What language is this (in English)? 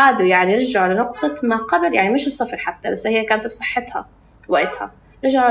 North Levantine Arabic